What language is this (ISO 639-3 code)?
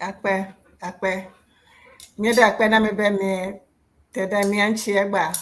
ewe